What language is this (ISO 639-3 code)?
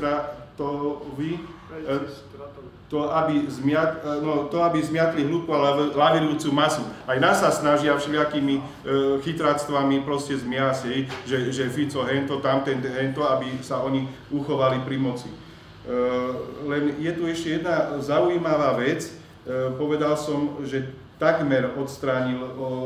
slk